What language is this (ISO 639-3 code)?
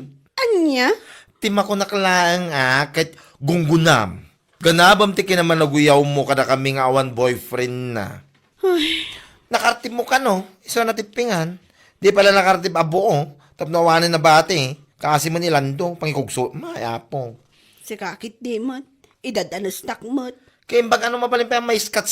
ilo